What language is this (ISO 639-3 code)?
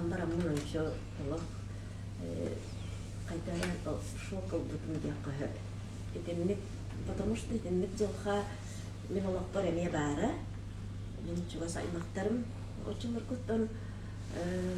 sah